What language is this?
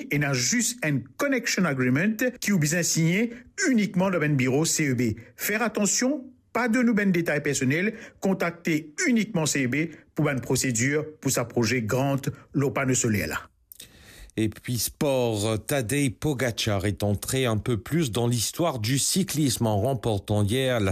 Morisyen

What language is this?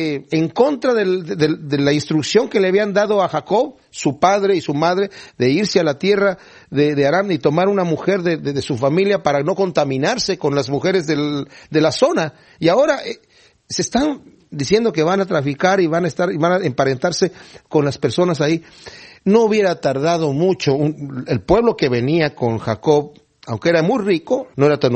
Spanish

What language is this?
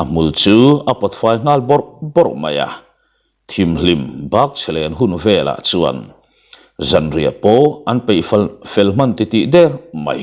Mizo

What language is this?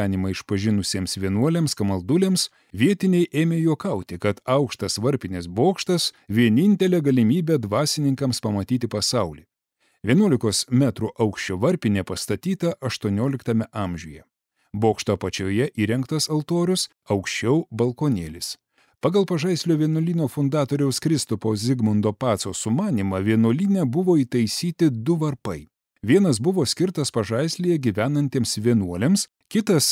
Lithuanian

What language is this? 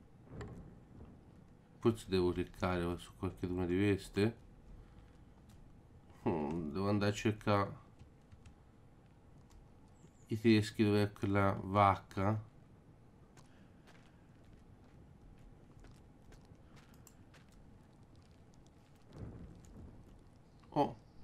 Italian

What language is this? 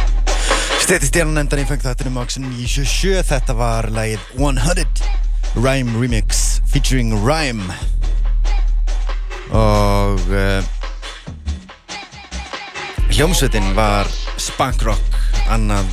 Icelandic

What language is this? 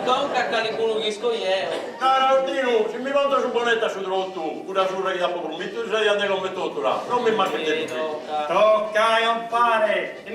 Sardinian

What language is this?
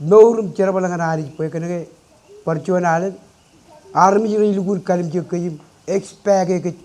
Marshallese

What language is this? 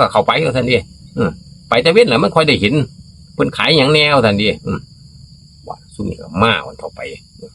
Northeastern Thai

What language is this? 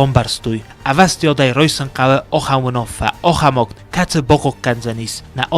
Ossetic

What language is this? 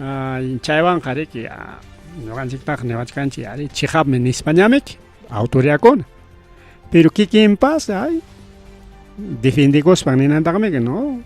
Ayacucho Quechua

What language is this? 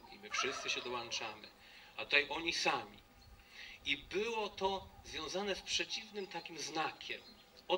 Polish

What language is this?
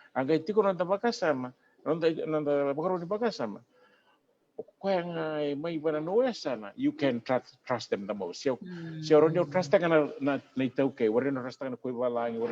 Fijian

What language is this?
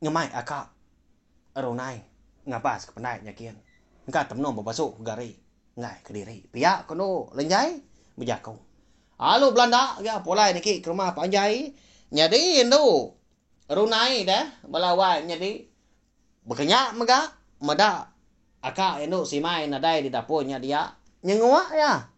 Iban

